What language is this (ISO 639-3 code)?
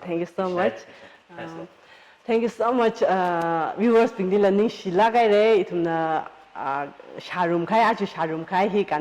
nmf